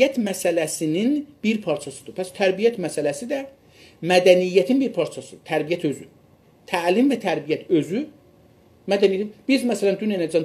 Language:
South Azerbaijani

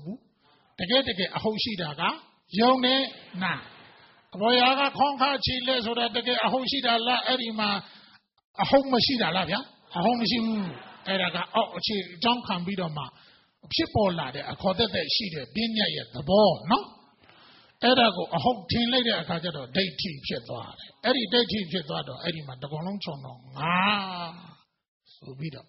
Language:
Burmese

